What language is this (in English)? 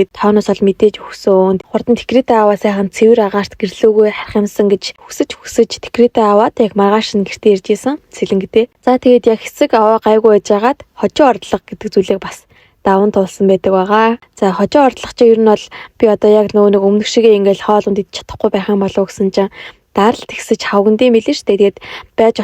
Mongolian